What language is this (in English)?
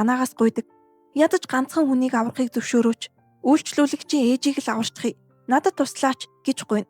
Mongolian